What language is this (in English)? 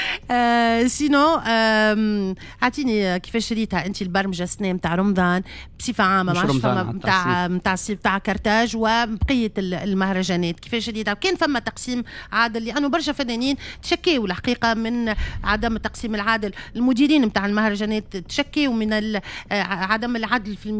Tunisian Arabic